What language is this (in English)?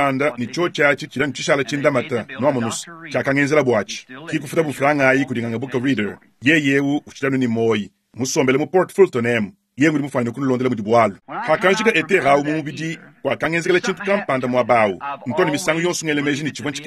Luba-Lulua